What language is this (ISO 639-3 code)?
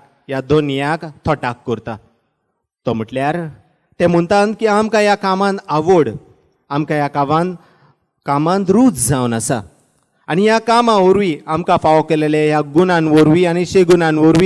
kok